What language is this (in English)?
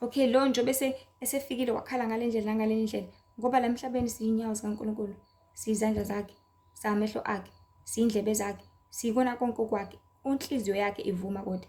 Zulu